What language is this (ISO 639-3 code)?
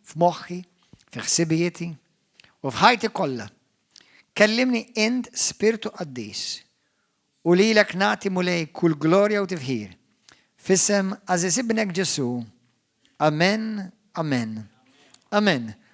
mlt